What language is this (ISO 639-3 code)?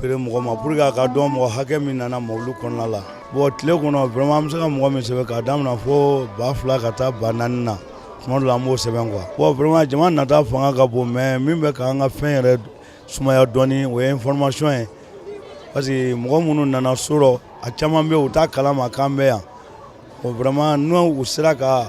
bam